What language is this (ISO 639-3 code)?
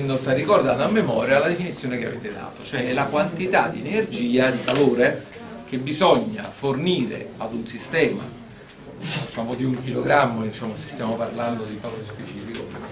ita